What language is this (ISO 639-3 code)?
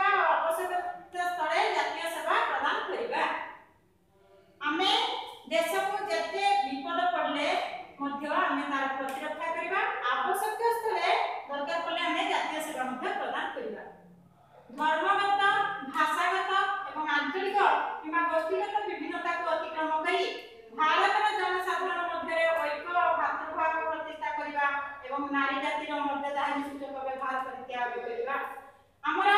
ori